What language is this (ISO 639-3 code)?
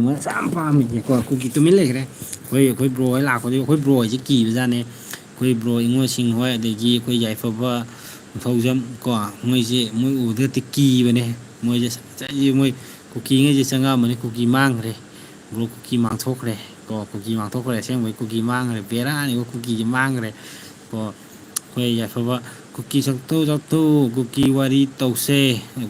mni